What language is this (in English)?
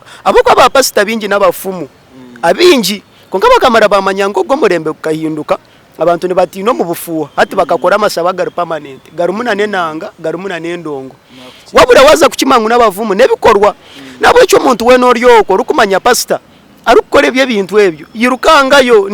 Nyankole